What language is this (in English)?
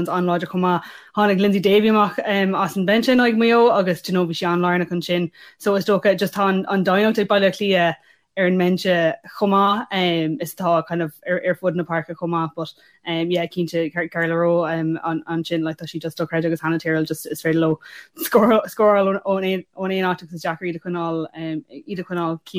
Irish